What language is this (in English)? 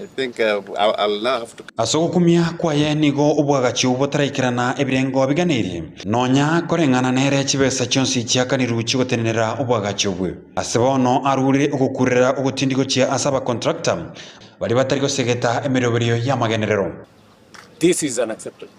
Gusii